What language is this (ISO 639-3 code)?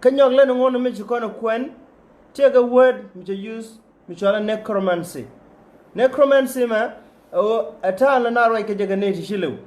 nus